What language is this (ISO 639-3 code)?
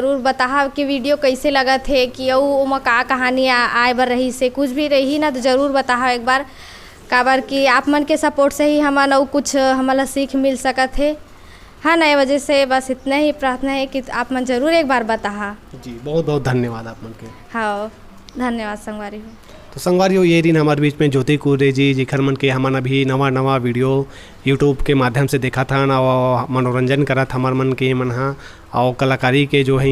hne